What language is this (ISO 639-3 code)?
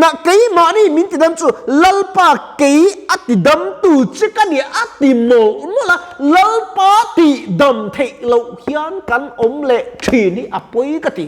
lus